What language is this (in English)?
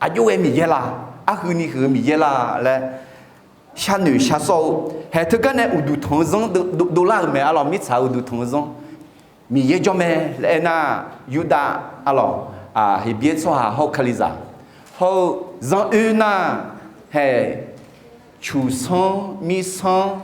Akha